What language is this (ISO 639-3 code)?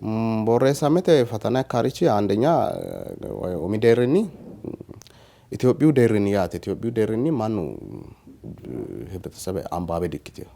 sid